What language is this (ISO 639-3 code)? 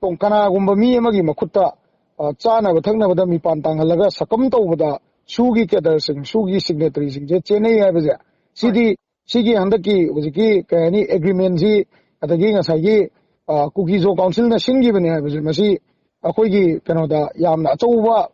mni